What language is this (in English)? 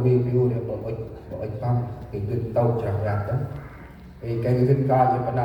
Central Mnong